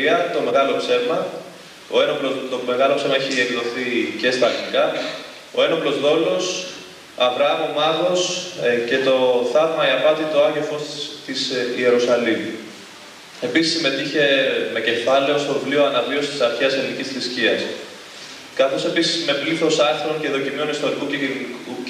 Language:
Greek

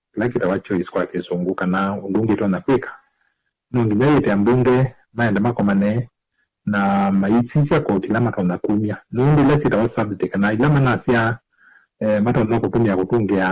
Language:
Kamba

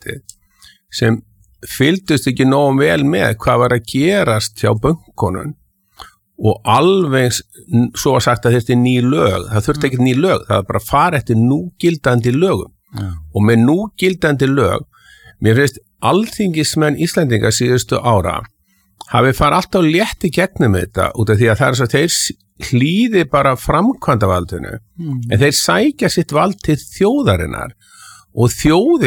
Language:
Icelandic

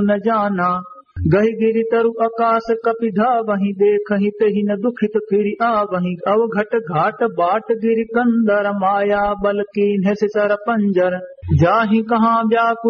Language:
Awadhi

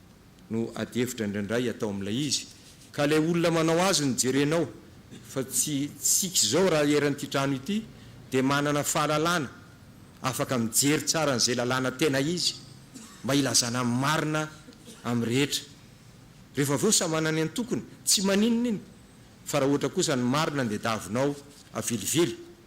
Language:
Malagasy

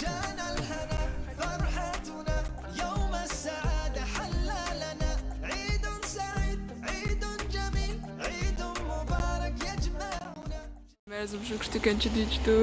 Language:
Chechen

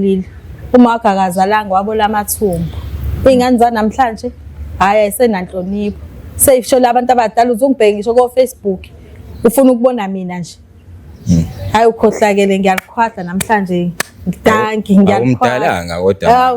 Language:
Zulu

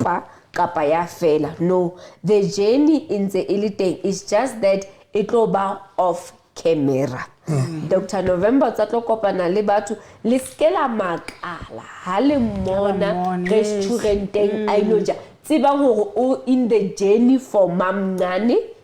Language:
Southern Sotho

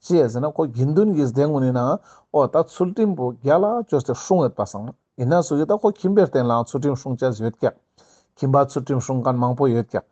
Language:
Ladakhi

